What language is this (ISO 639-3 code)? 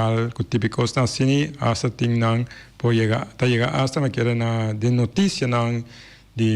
pap